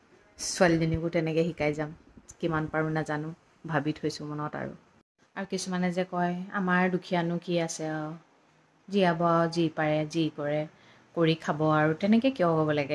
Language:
Assamese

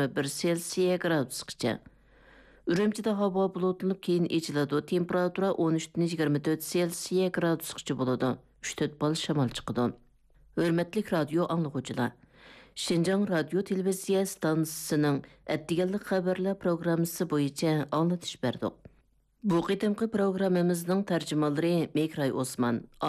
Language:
Uyghur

